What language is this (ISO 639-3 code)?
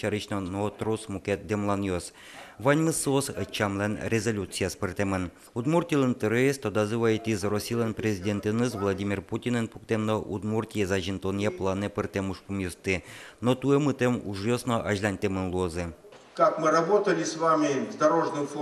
udm